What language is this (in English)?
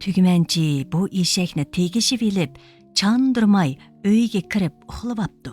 Uyghur